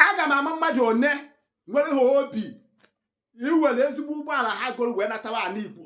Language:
Igbo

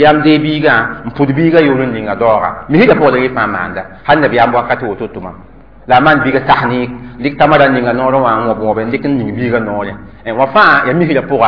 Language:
Mossi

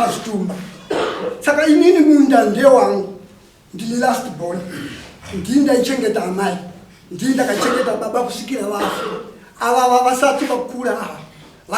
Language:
Shona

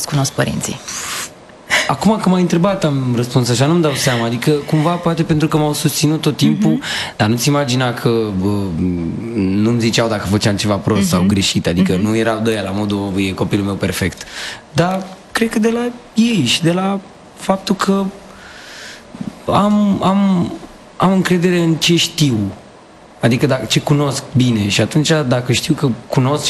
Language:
Romanian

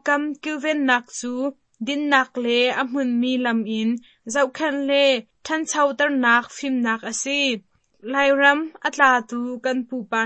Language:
Hakha Chin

